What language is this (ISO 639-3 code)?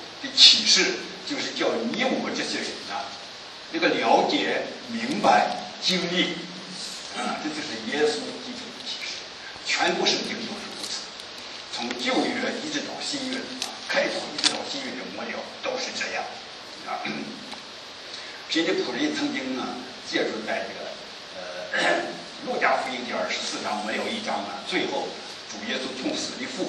zho